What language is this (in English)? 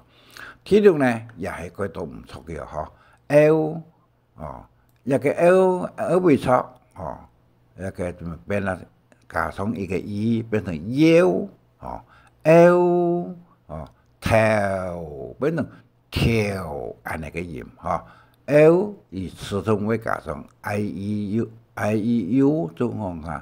Hakka Chinese